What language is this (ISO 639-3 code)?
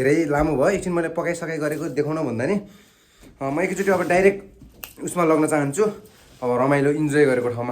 nep